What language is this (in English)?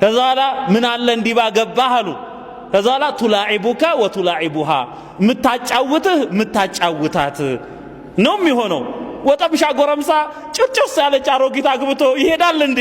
Amharic